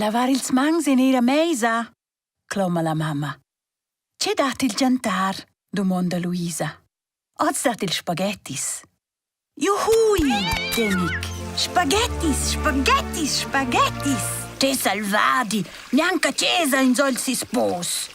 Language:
Romansh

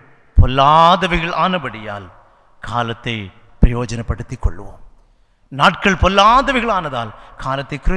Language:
Tamil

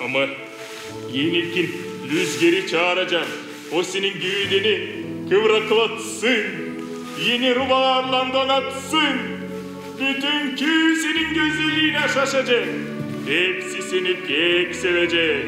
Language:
Gagauz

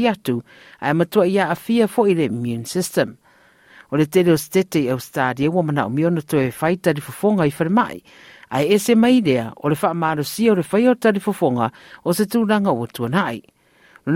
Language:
Samoan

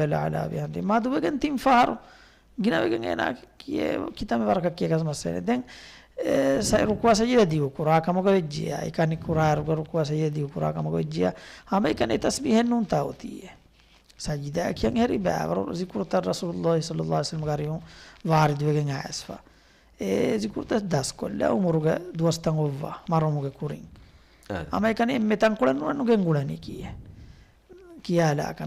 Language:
Divehi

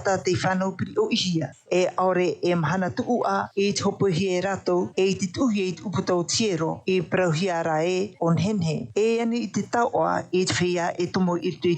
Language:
Tahitian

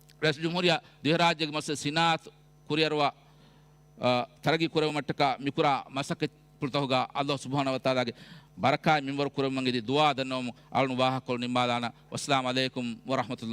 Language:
Divehi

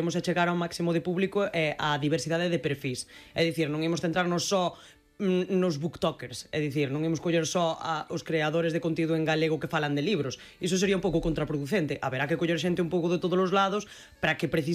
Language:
Galician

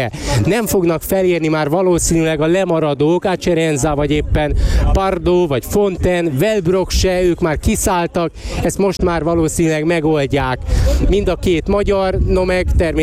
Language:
Hungarian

